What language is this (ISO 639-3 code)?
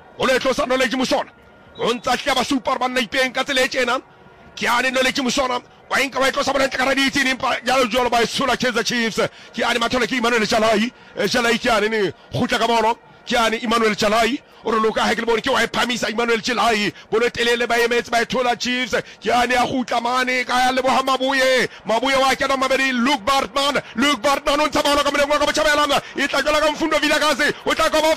sot